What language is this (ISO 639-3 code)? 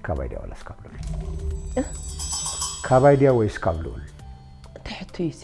tir